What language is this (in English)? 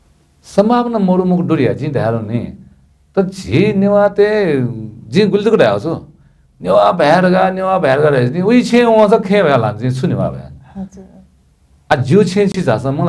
Newari